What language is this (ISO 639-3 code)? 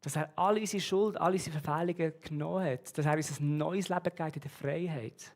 gsw